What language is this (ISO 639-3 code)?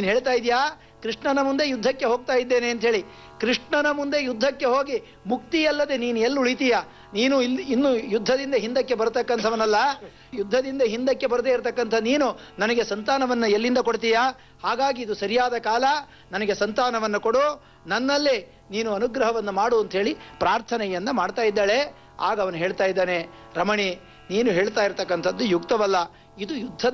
kan